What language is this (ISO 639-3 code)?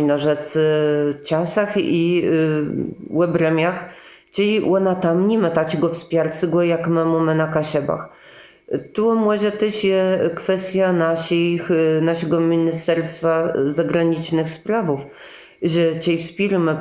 csb